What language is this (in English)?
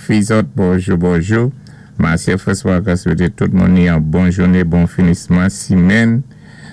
Saint Lucian Creole French